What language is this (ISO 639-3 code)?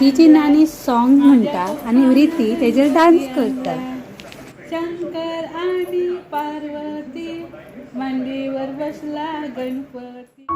kok